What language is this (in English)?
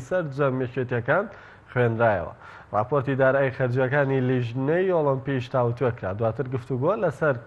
Central Kurdish